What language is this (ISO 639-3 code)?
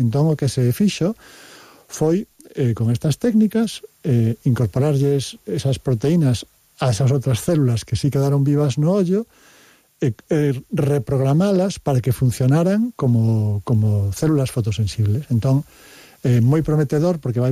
glg